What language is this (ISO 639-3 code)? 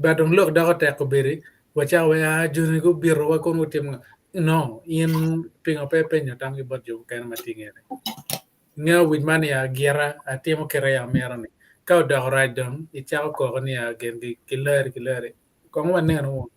ach